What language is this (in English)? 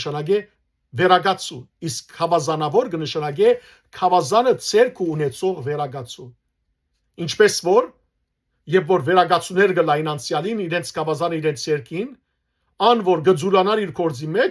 Western Armenian